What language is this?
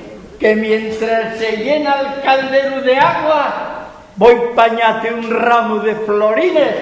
Asturian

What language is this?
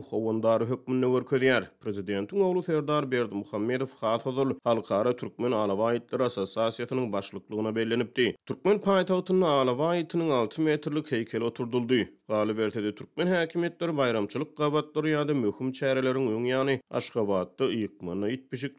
Turkmen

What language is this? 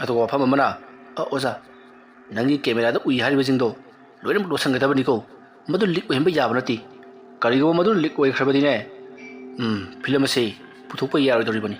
Manipuri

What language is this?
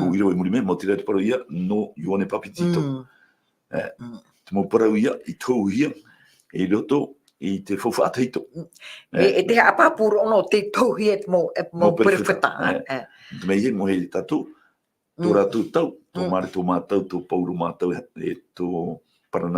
Tahitian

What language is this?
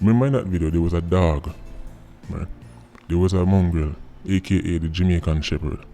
Jamaican Creole English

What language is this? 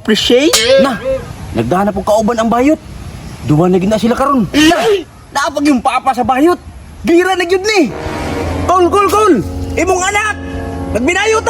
Cebuano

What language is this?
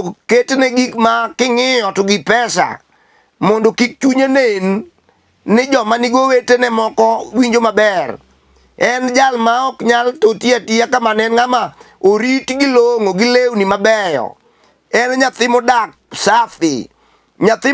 Luo (Kenya and Tanzania)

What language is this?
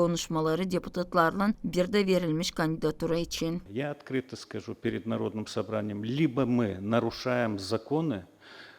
Gagauz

